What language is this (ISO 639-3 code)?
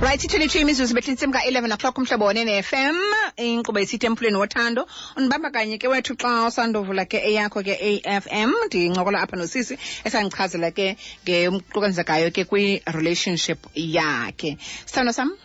xho